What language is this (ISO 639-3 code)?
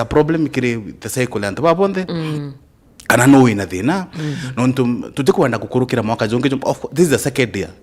mer